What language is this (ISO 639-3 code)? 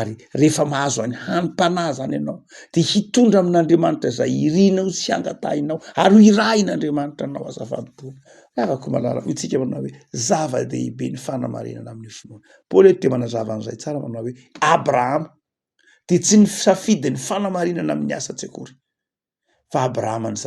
mlg